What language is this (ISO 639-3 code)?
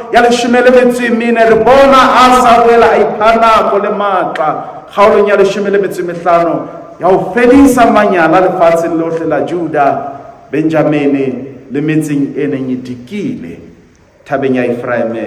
sot